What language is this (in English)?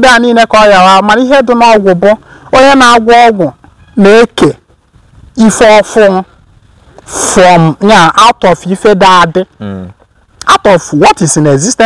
Igbo